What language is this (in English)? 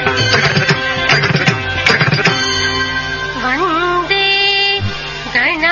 Telugu